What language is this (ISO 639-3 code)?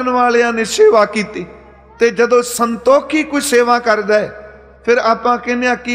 pan